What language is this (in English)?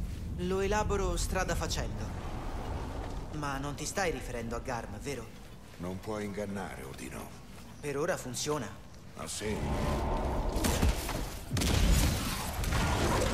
Italian